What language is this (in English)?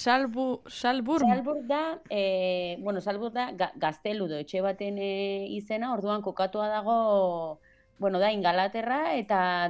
Basque